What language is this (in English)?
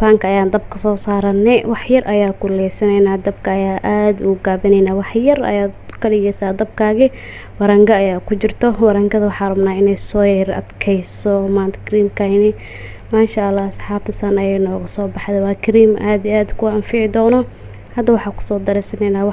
Somali